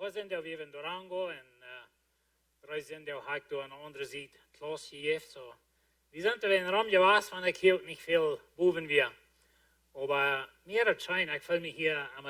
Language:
Plautdietsch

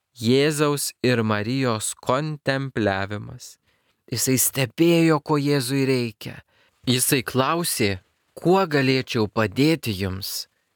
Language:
Lithuanian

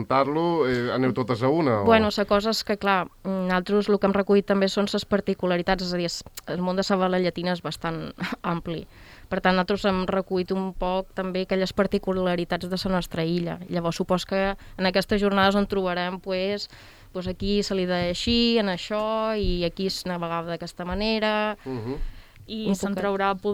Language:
Catalan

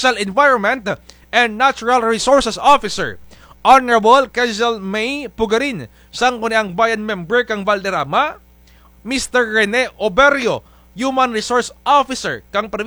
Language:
Kinaray-a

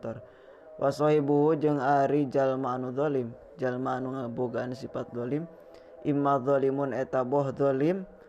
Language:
Sundanese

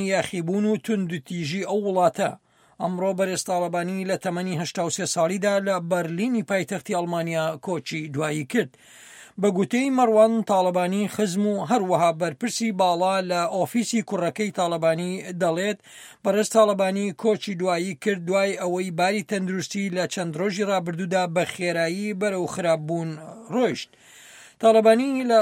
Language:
Central Kurdish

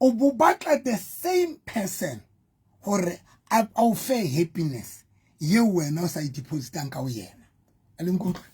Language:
Southern Sotho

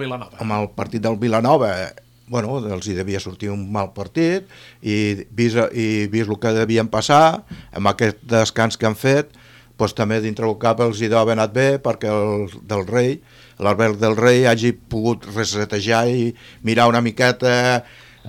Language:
Catalan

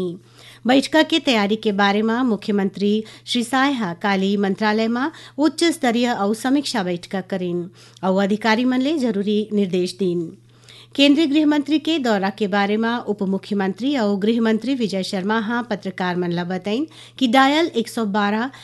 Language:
Chhattisgarhi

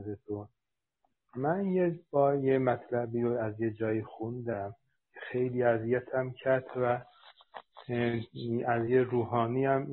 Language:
Persian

